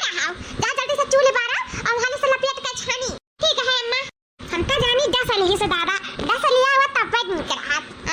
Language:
Awadhi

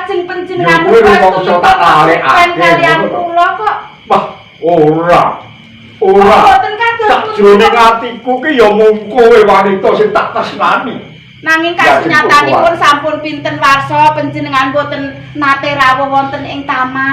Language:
Javanese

